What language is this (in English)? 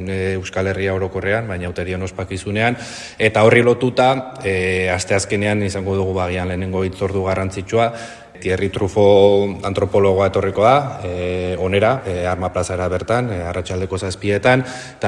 Basque